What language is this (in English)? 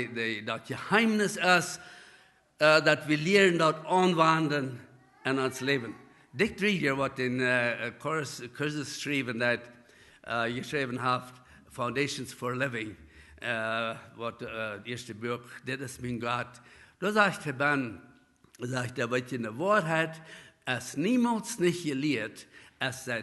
Plautdietsch